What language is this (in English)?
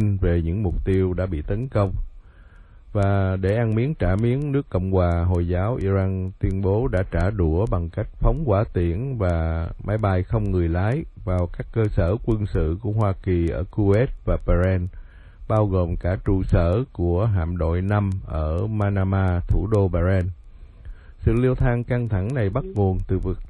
Vietnamese